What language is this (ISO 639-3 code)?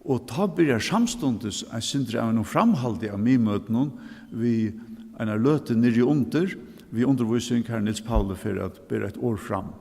fao